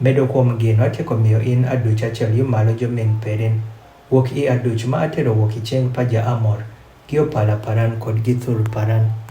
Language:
Adhola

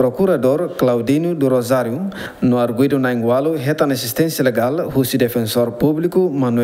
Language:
Tetum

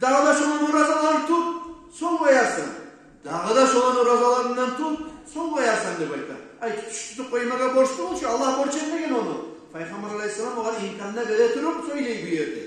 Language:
Kumyk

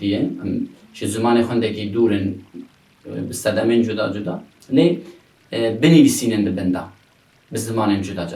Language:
Kurdish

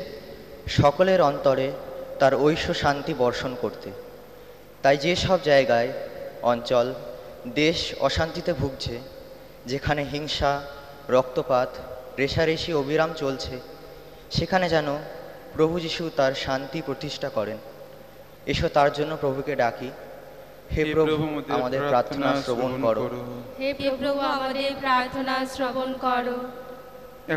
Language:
Bangla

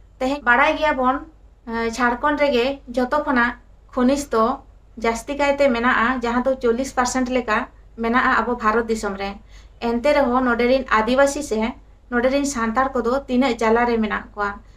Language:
Santali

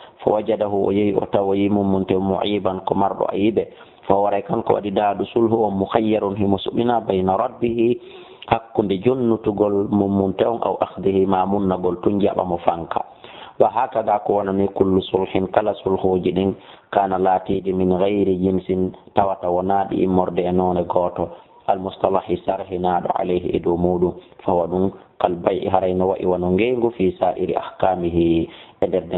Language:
Fula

